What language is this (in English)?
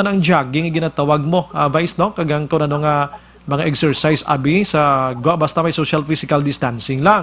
Hiligaynon